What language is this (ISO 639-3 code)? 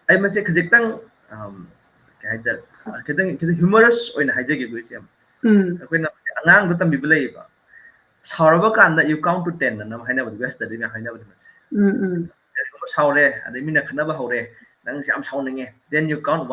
mni